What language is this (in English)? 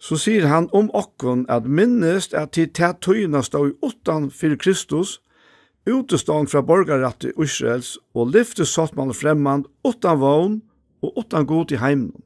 Faroese